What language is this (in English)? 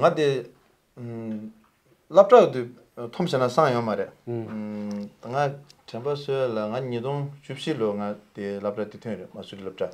Tibetan